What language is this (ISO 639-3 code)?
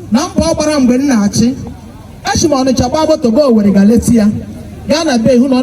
ibo